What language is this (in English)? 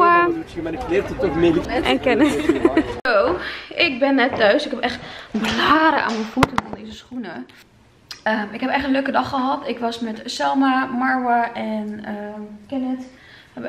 Dutch